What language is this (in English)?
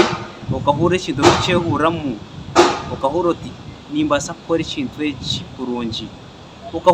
Nyankole